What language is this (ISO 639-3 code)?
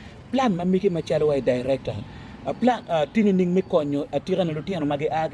ach